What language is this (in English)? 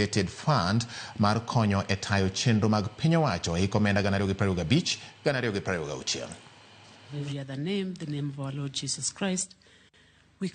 Luo (Kenya and Tanzania)